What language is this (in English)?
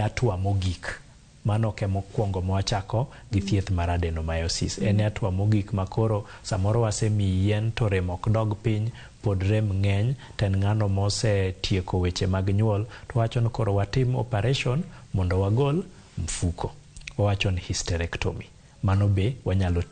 Luo (Kenya and Tanzania)